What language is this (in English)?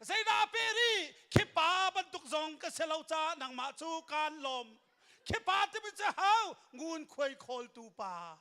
Hakha Chin